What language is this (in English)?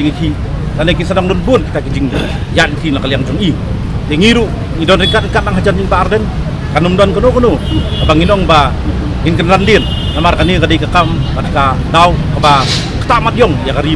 Khasi